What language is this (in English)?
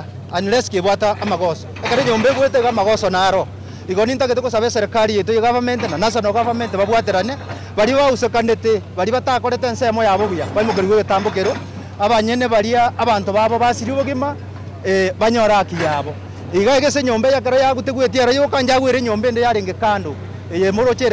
Gusii